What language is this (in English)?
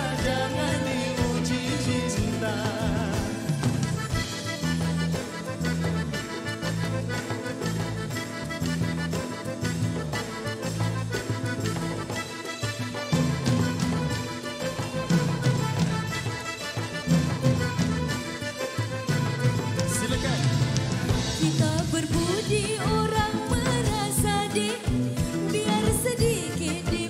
Malay